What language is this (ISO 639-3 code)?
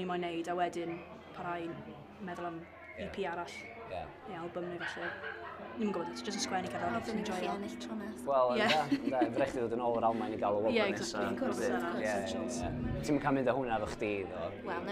cym